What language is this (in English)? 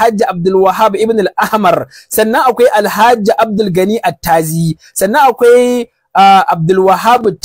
Hausa